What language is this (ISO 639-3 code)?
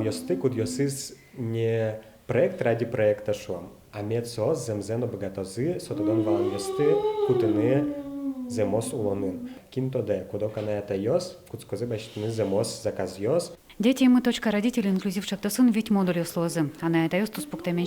udm